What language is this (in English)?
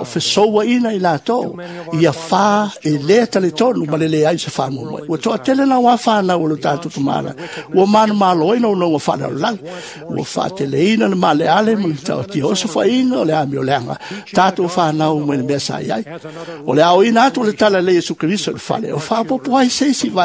Samoan